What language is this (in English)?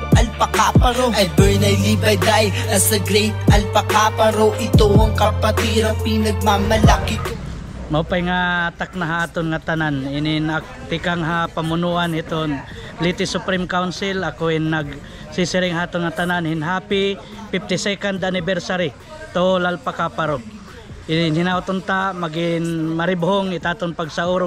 Waray